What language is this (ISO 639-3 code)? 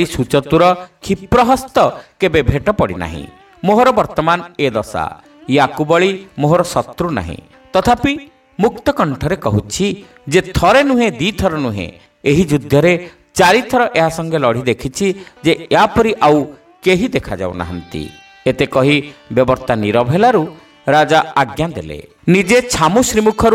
ori